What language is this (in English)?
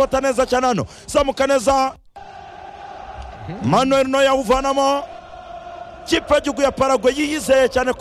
Kinyarwanda